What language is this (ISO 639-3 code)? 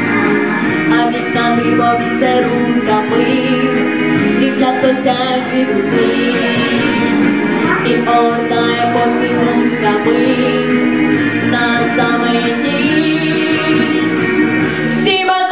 ukr